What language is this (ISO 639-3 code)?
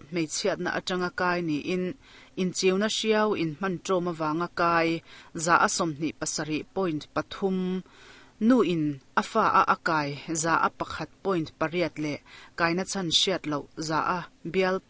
lus